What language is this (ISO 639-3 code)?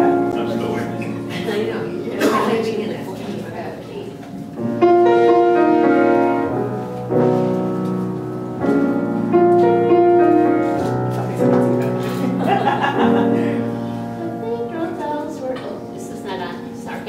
eng